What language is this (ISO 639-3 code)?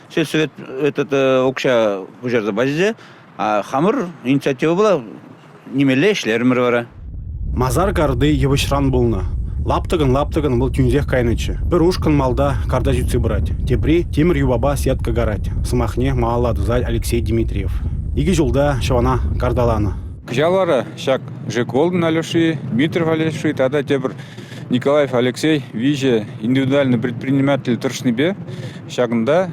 chv